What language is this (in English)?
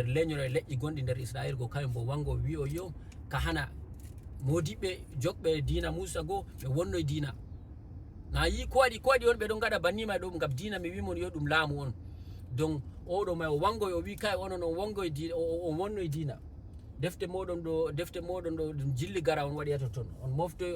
Fula